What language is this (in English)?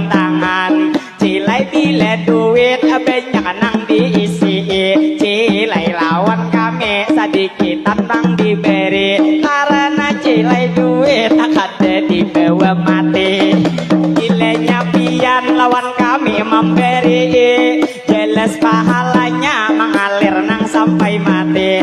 Banjar